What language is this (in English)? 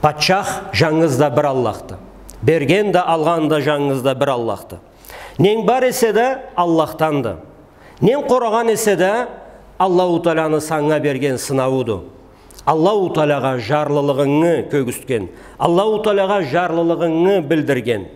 Karachay-Balkar